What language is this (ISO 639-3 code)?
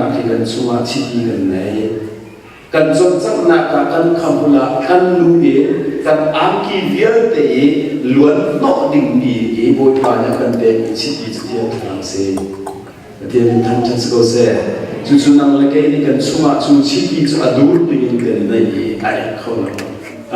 cnh